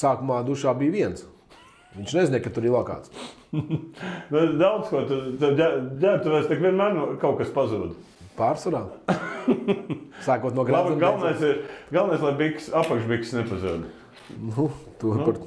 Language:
Latvian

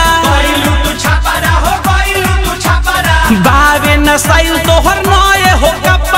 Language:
Bhojpuri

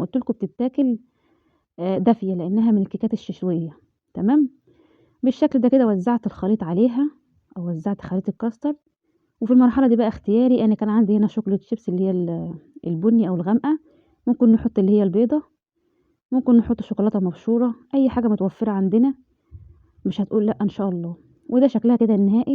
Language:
Egyptian Arabic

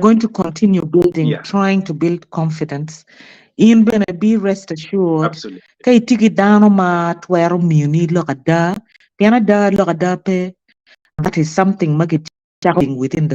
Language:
Acoli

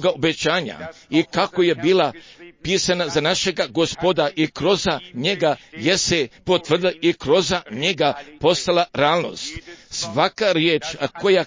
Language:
Croatian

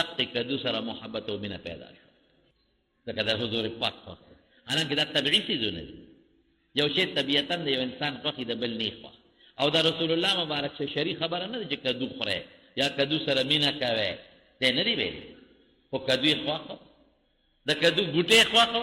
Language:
Pashto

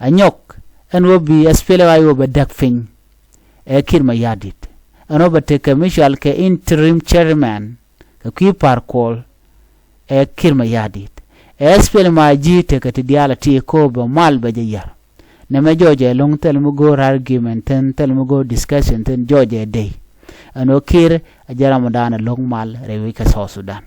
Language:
Nuer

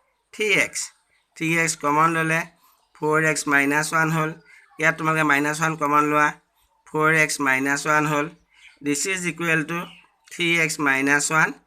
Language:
Assamese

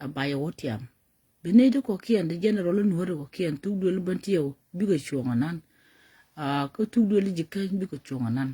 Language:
Nuer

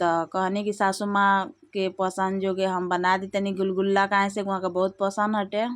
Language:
Bhojpuri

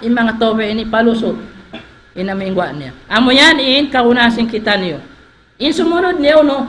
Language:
Tausug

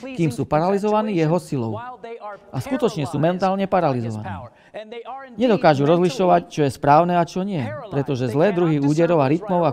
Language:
Slovak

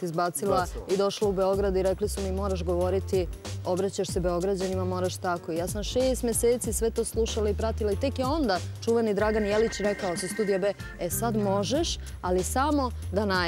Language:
Serbian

